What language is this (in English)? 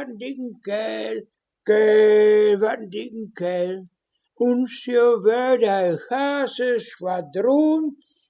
Westphalien